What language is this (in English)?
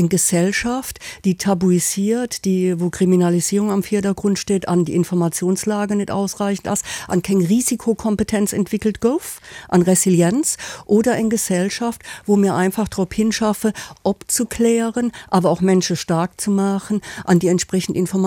Luxembourgish